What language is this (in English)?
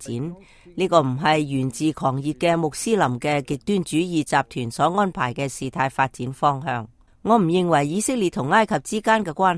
Cantonese